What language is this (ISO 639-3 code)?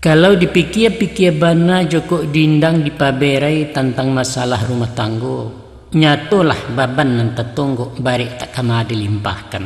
min